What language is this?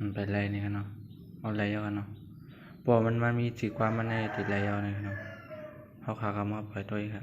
Shan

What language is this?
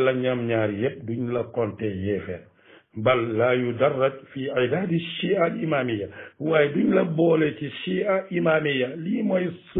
Wolof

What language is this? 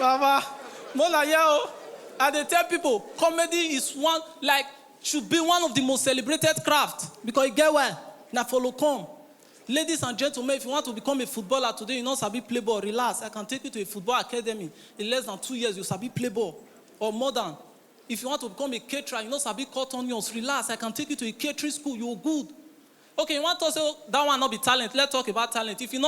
Nigerian Pidgin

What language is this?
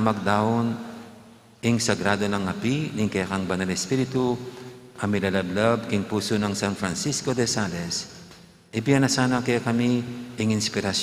Pampanga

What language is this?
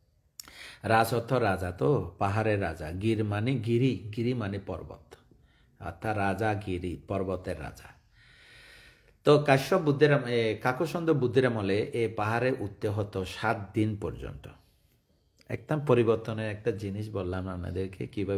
Bangla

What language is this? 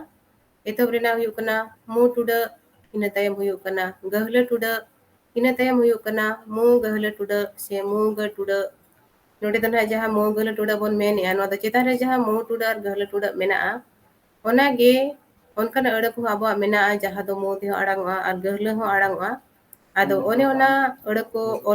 Santali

